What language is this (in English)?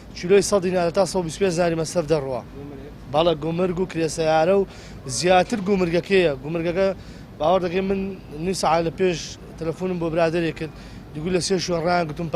Central Kurdish